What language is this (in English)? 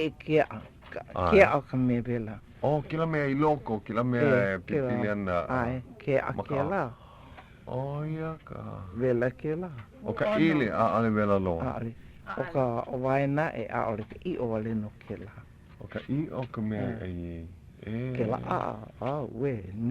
Hawaiian